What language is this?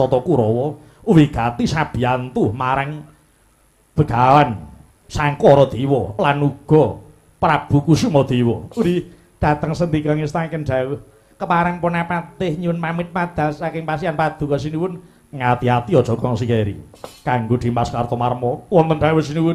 Javanese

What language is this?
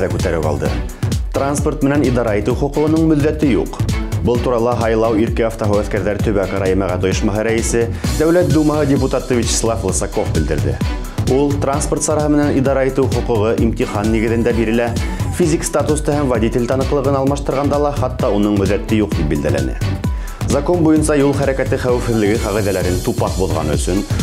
Bashkir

